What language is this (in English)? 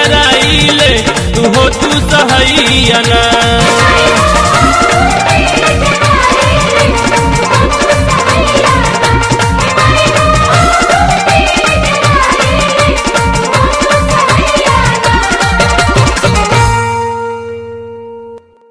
Bhojpuri